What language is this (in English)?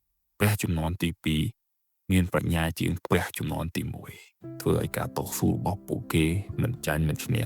Khmer